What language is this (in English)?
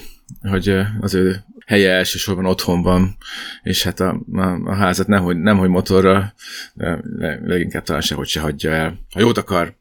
Hungarian